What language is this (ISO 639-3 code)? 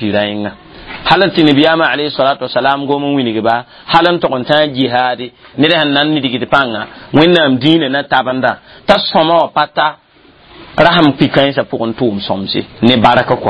mos